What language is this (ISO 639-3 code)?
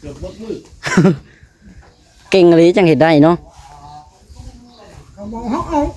lao